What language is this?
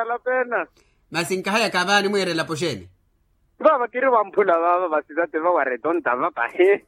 Makhuwa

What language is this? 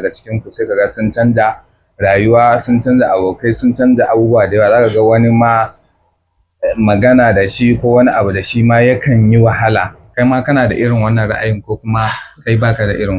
Hausa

